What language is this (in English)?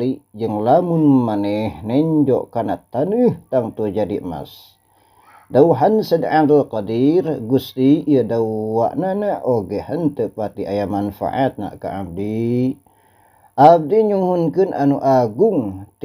Sundanese